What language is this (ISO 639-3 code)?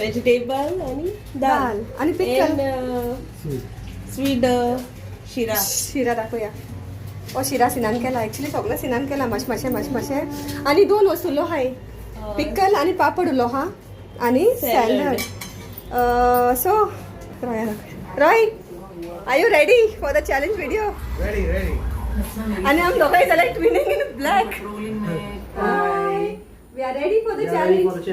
kok